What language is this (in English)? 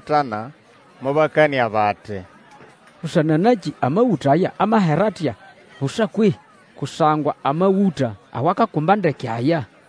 Nande